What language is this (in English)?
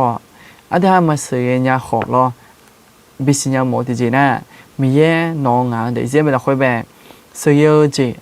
Akha